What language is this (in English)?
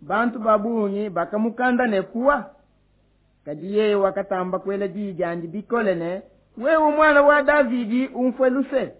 Luba-Lulua